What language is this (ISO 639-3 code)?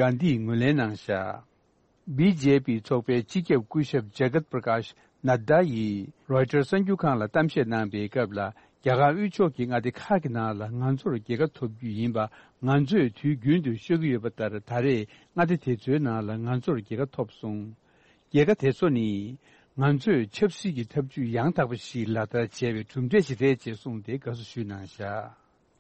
bod